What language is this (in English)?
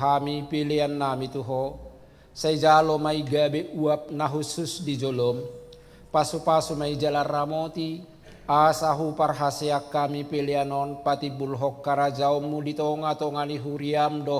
Batak Toba